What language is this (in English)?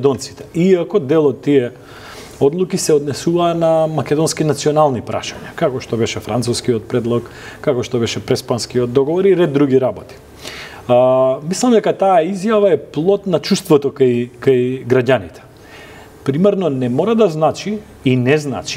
Macedonian